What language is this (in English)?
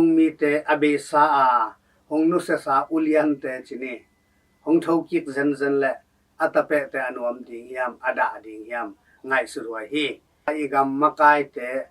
Tedim Chin